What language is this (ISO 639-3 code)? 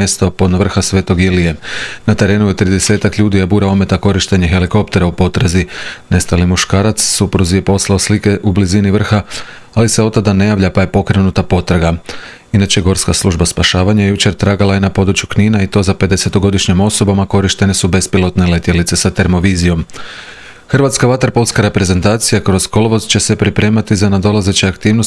hrv